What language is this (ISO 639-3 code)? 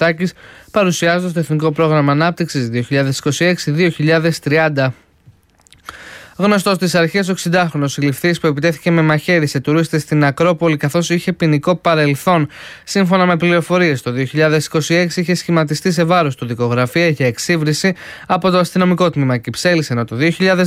ell